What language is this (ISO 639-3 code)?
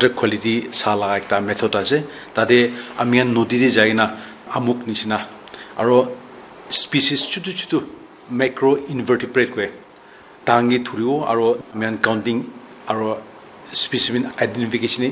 nag